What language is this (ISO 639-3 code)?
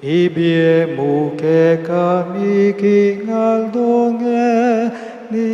pam